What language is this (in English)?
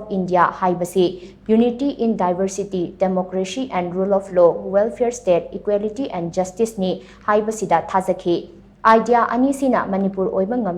Manipuri